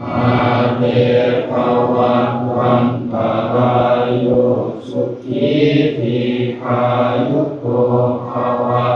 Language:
Northeastern Thai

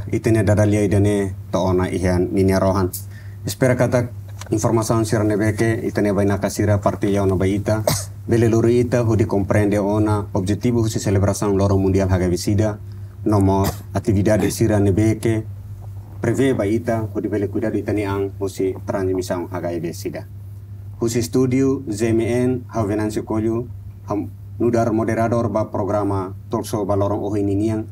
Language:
Tetum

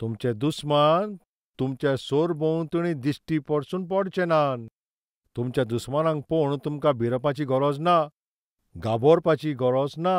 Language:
Konkani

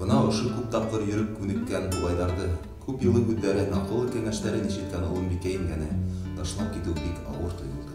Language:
Bashkir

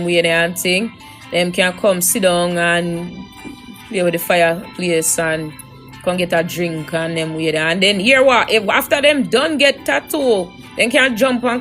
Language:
Jamaican Creole English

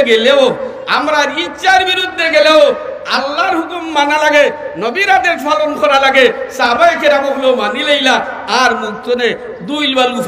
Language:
Sylheti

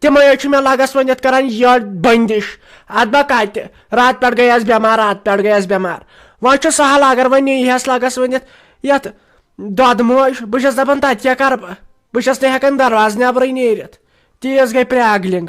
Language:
Kashmiri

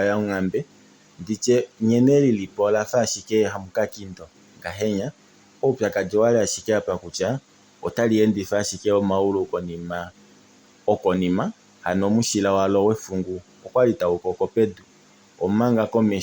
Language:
Kuanyama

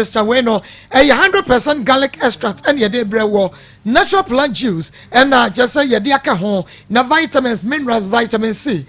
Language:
Akan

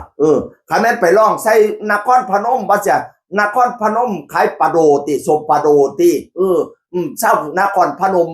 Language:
Northeastern Thai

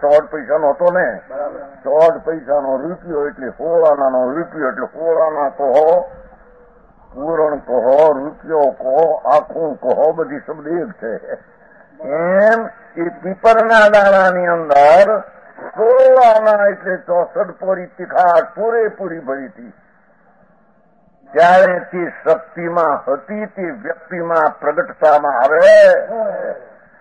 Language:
Gujarati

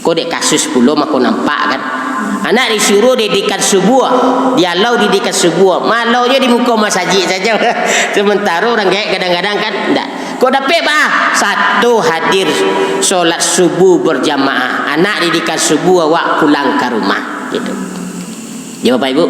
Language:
Minangkabau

